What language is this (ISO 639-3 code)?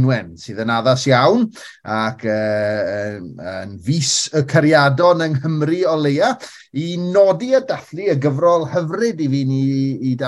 cym